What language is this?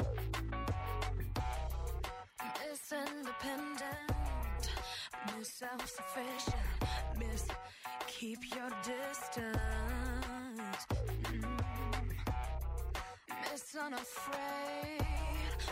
English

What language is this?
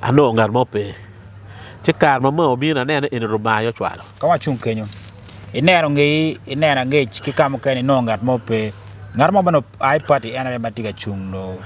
Acoli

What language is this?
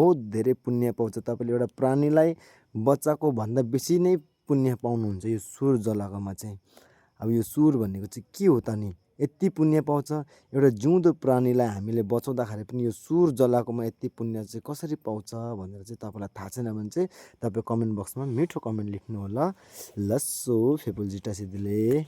Nepali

